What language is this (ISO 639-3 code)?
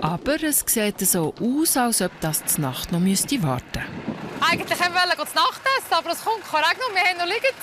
gsw